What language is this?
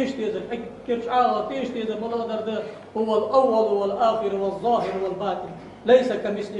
Ingush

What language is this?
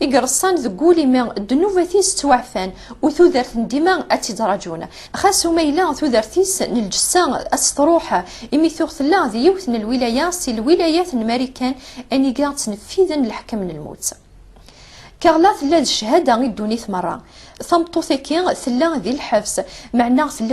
Kabyle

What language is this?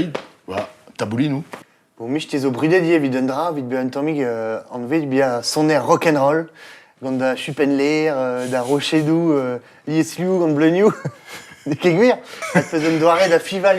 Breton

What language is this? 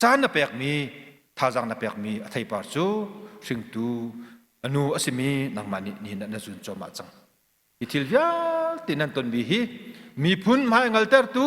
Hakha Chin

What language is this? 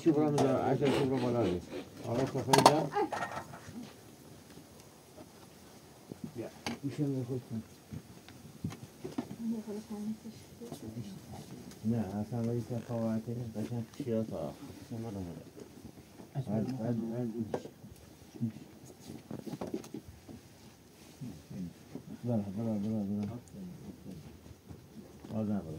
Persian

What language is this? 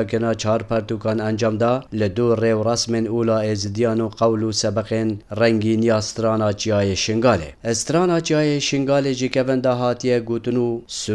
Kurdish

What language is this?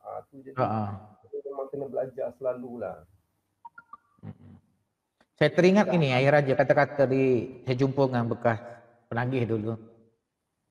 Malay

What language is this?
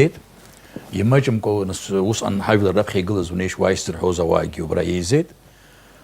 Abkhazian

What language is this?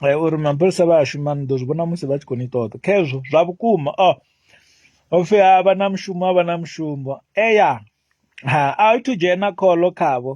Venda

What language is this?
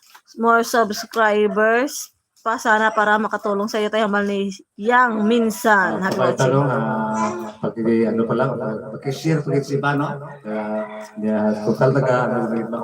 Hiligaynon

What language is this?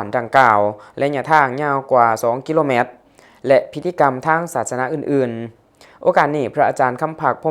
Lao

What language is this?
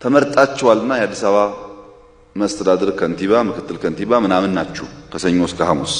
Amharic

